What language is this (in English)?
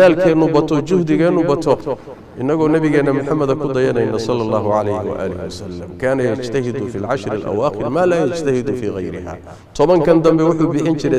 Somali